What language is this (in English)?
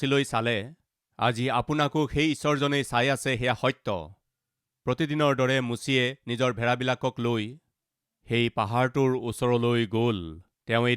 Assamese